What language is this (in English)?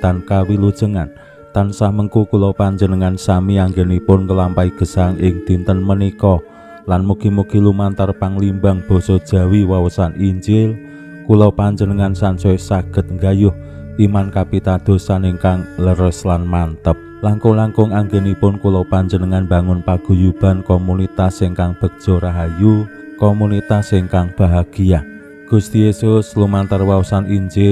Javanese